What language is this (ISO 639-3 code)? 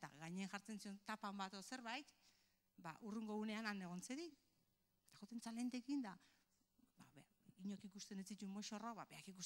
eus